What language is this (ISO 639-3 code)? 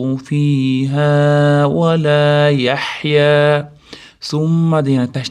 uzb